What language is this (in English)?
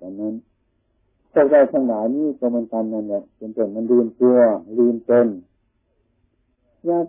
Thai